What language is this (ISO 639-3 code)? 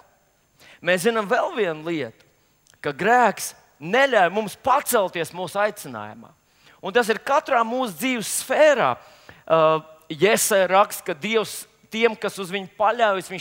lav